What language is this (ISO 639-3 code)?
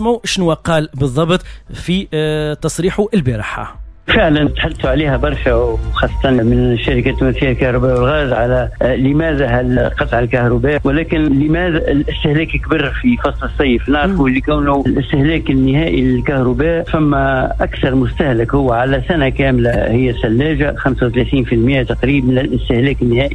aeb